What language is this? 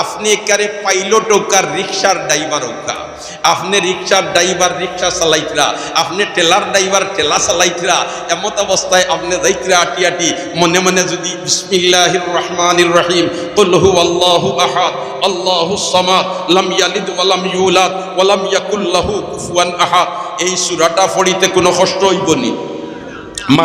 Sylheti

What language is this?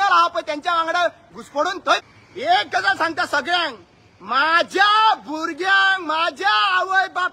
Konkani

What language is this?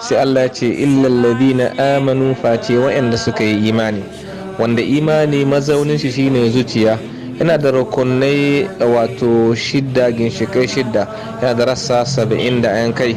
Hausa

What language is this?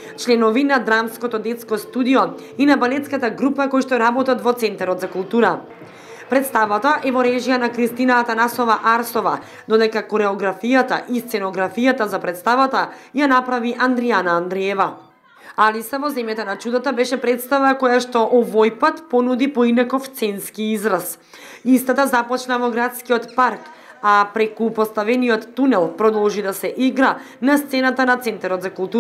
Macedonian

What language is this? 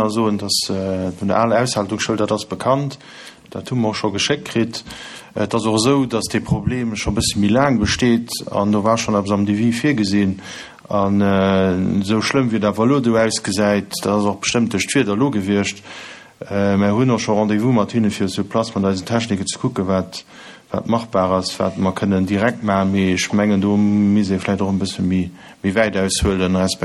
Luxembourgish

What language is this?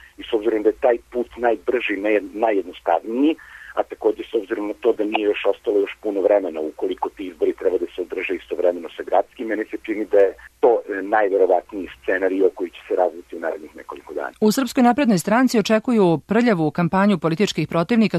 Serbian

